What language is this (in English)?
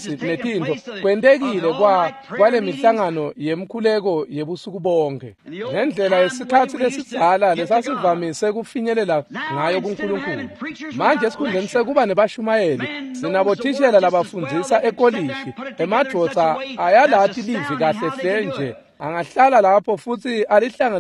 Swati